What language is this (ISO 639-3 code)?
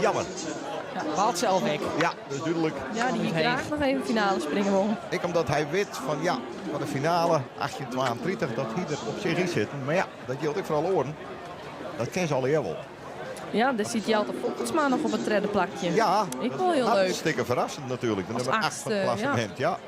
fry